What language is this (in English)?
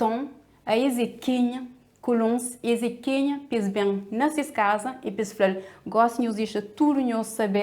Kabuverdianu